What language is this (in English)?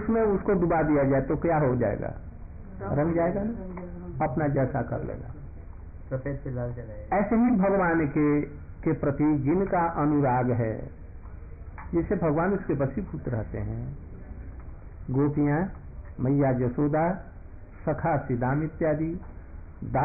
Hindi